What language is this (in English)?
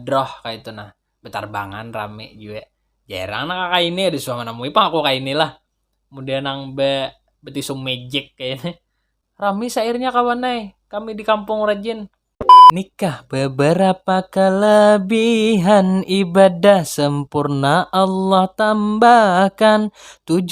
Banjar